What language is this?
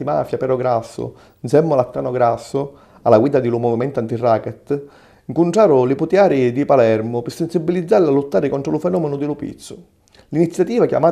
Sicilian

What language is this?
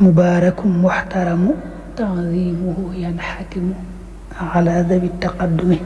Wolof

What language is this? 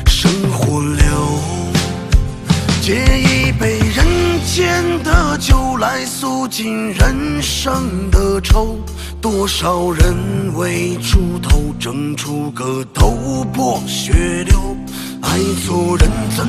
Chinese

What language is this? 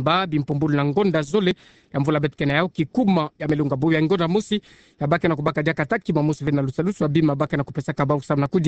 Kituba (Democratic Republic of Congo)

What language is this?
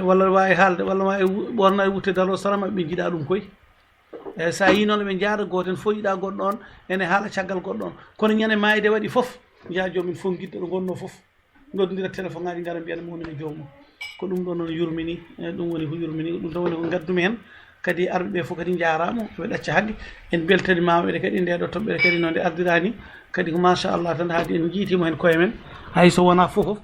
Fula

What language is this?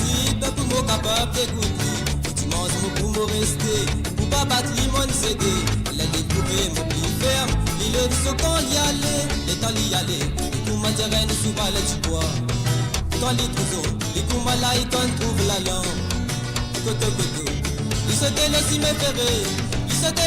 Morisyen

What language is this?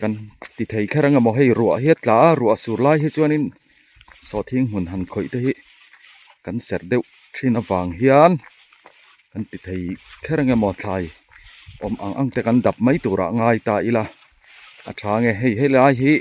Mizo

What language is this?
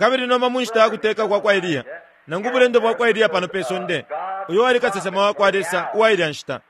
Bemba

